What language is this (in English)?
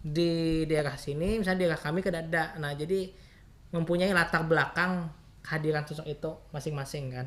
Banjar